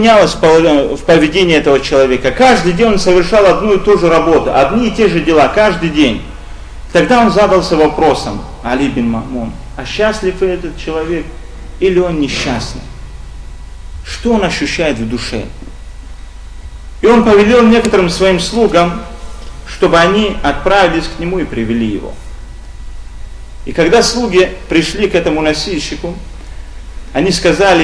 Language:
Russian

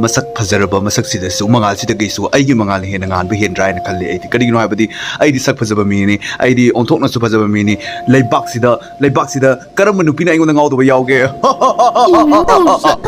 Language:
Manipuri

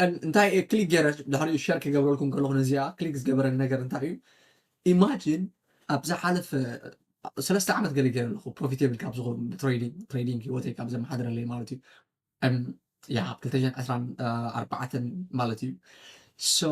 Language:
Tigrinya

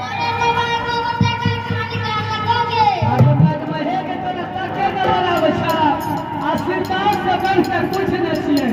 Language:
Angika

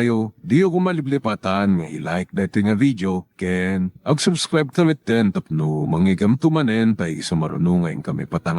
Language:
Iloko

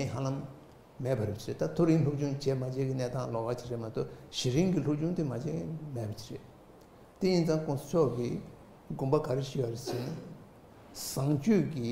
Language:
Tibetan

